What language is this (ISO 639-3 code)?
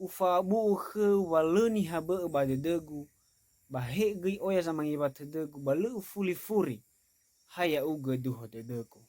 nia